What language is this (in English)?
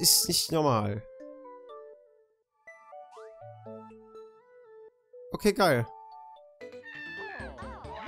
German